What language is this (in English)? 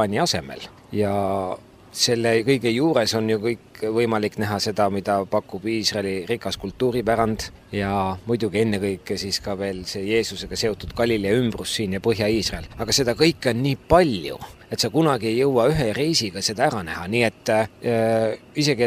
Estonian